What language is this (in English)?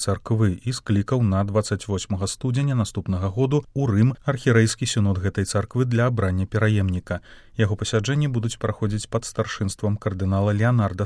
Belarusian